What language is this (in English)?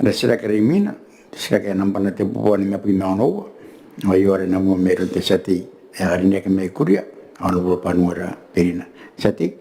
Gilbertese